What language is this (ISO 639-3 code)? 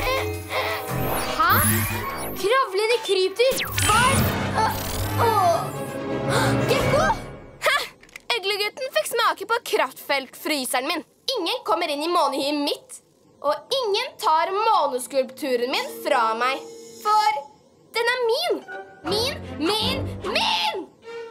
nor